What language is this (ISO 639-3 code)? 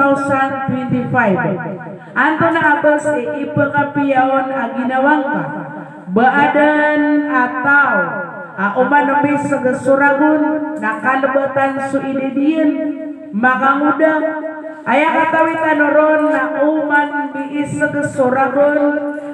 mrw